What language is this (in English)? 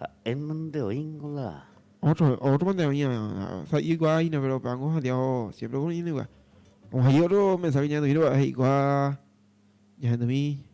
Guarani